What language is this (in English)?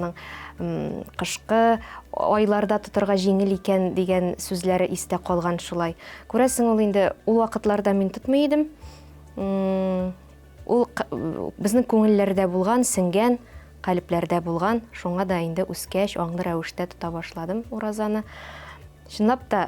Tatar